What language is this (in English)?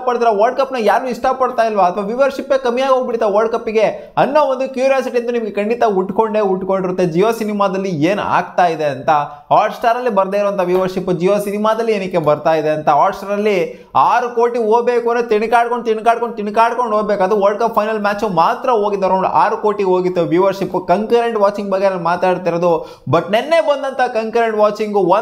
Kannada